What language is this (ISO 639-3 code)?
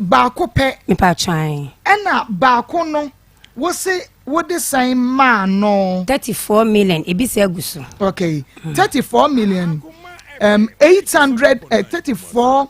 aka